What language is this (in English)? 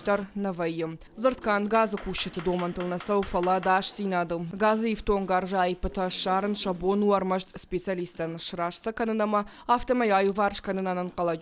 Ossetic